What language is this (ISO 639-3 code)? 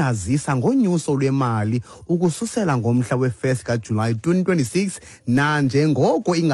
xho